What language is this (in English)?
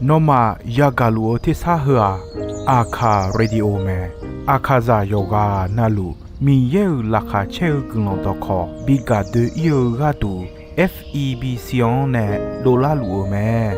Akha